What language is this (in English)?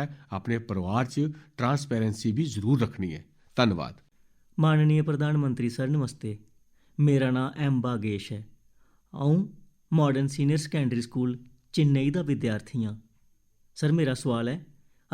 Dogri